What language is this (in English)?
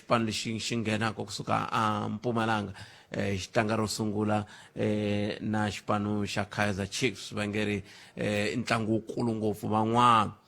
Tsonga